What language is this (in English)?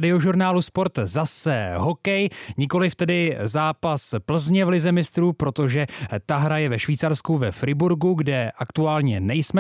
Czech